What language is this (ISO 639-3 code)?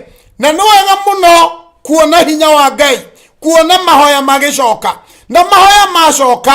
kik